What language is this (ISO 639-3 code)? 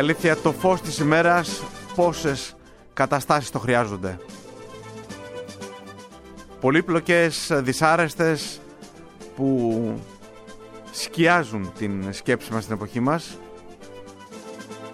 ell